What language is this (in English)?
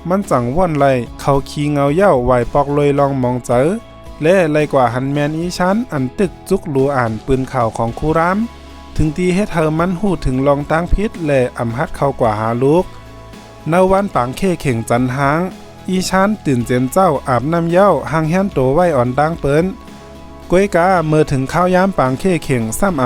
Shan